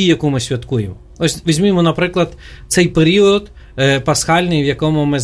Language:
Ukrainian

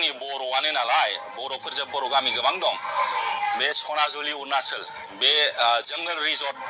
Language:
Bodo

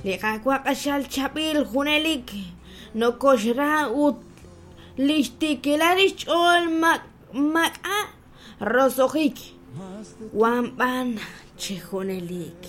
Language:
Kekchí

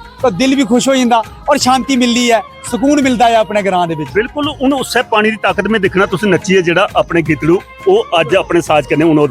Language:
Dogri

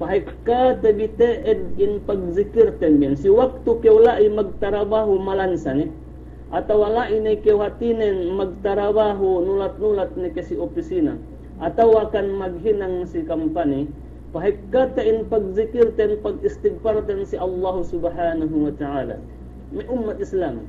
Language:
Yakan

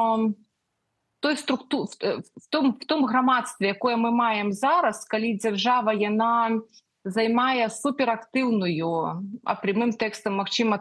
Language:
Belarusian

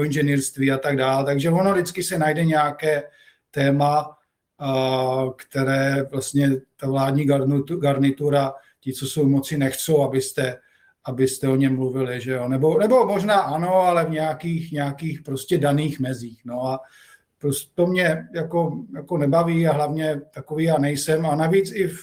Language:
Czech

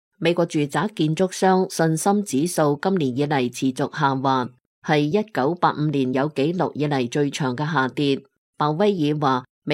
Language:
Cantonese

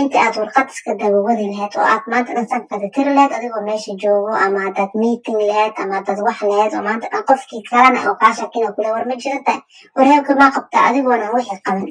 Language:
Somali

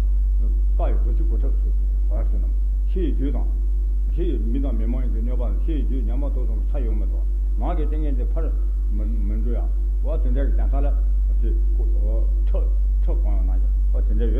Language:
Tibetan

